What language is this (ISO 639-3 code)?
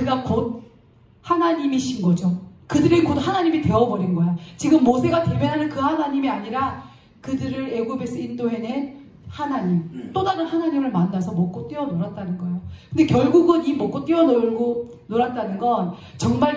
kor